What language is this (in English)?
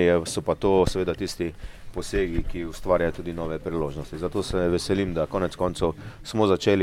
Slovenian